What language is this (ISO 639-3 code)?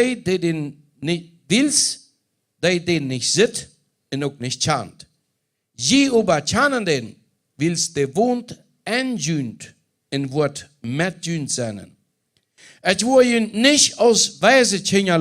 pdt